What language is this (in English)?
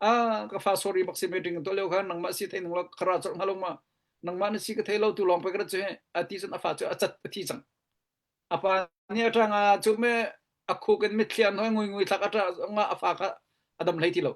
Hakha Chin